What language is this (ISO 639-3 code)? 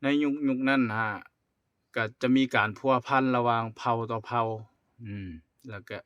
lao